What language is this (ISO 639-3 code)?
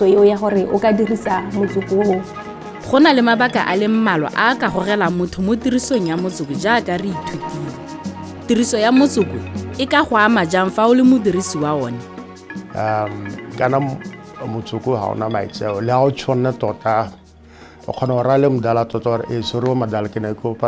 tsn